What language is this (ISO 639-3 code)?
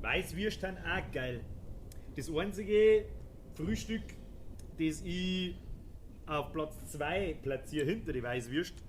bar